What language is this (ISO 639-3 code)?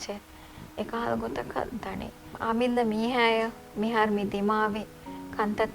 div